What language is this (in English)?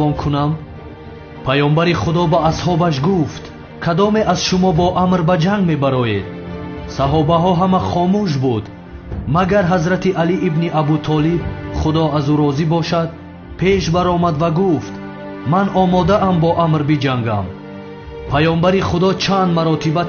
Tajik